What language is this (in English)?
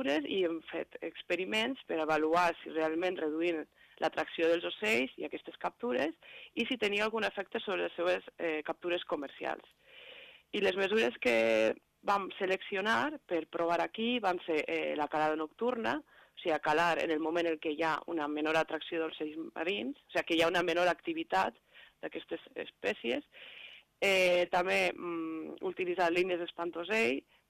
Catalan